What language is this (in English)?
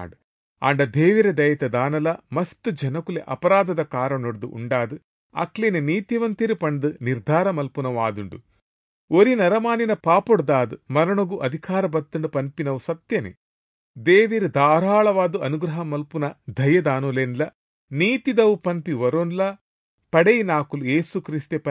Tulu